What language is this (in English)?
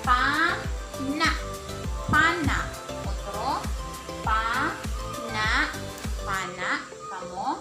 Waray